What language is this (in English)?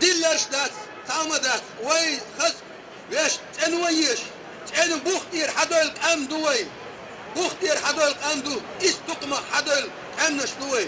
Chechen